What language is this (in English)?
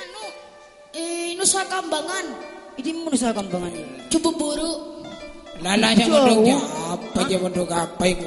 Madurese